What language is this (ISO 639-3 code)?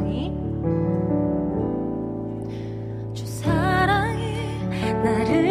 kor